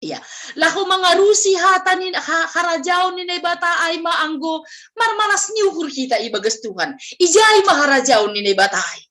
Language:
Batak Simalungun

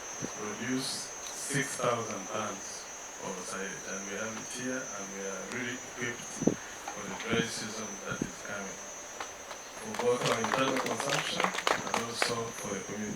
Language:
Nyankole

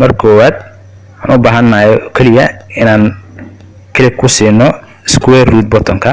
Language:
Somali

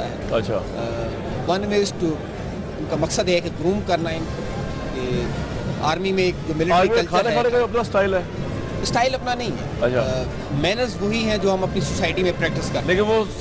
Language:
Hindi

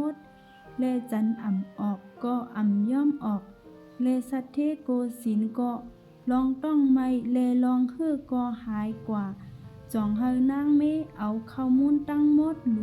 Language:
Shan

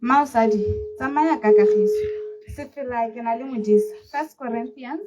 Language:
Tswana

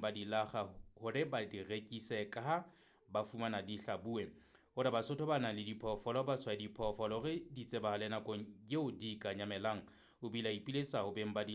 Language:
Southern Sotho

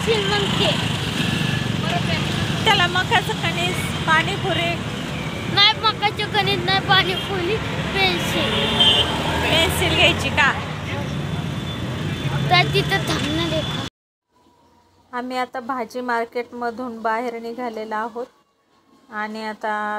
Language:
Marathi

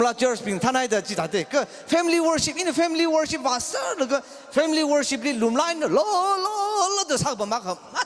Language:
Tangkhul Naga (India)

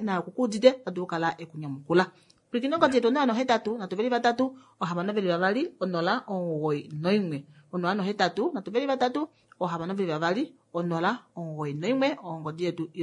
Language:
Kuanyama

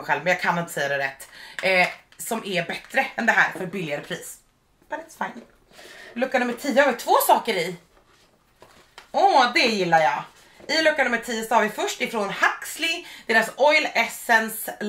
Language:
Swedish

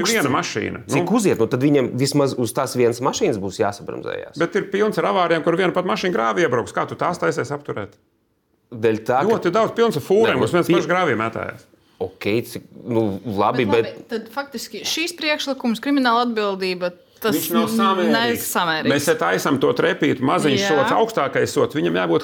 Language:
Latvian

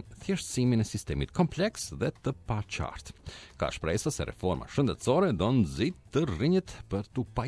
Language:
Albanian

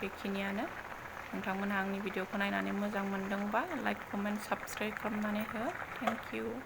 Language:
Bodo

